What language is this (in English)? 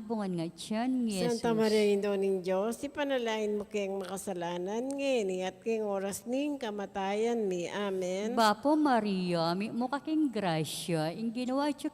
Pampanga